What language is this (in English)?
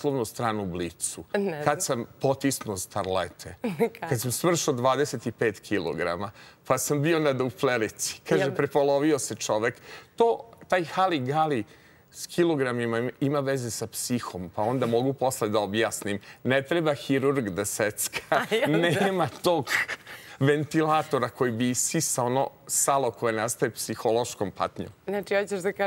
Serbian